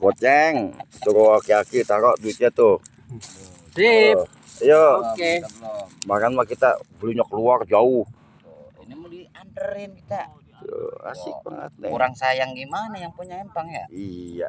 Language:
Betawi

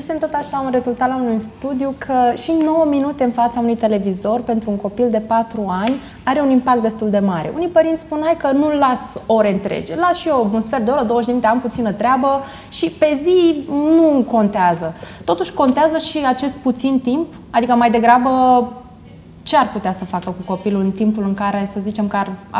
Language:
Romanian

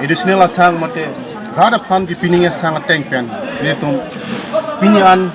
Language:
Karbi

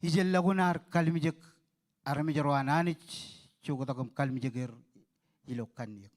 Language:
Marshallese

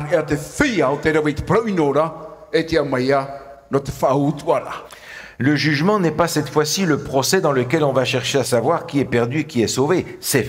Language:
Tahitian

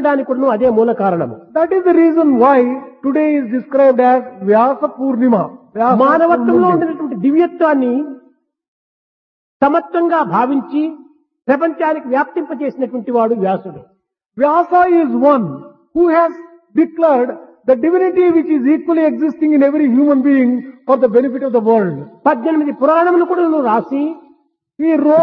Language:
Telugu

